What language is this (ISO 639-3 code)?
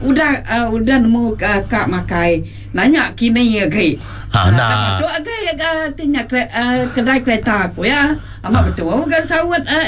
iba